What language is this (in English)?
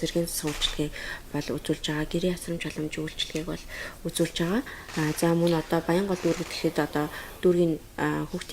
Mongolian